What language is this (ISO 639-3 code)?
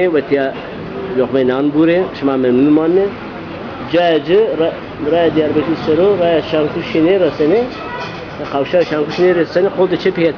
zza